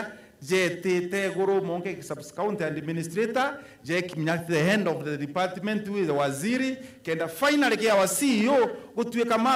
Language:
Meru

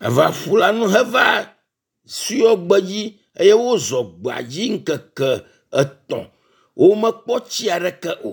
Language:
Ewe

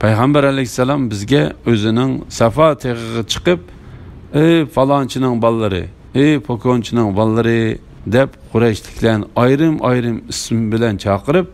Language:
Uyghur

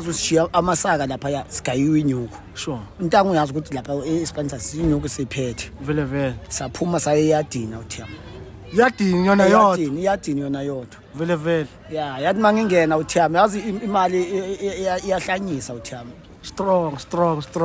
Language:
Zulu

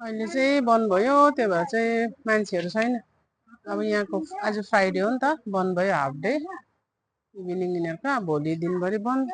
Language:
Nepali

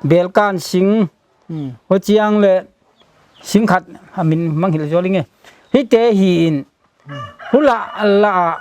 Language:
Paite Chin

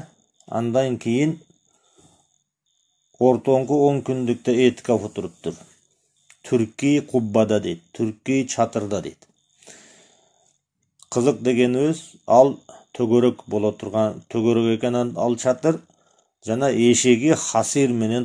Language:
Kyrgyz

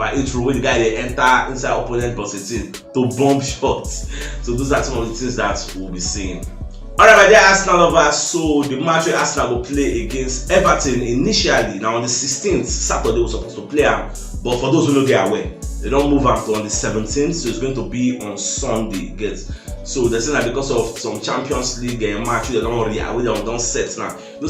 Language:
Nigerian Pidgin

